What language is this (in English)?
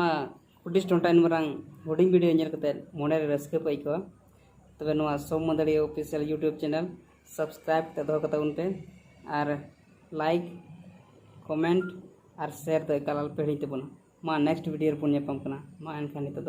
Santali